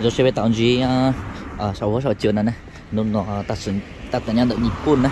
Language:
Hmong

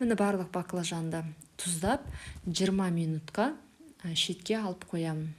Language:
Kazakh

